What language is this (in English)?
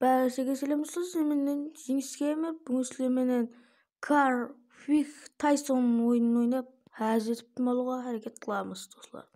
Kara-Kalpak